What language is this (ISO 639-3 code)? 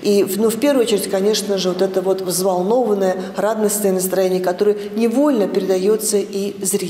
rus